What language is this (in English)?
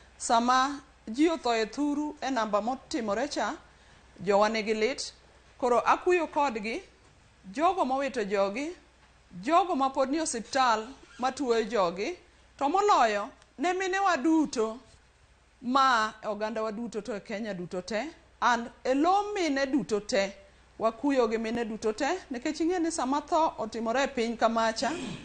Luo (Kenya and Tanzania)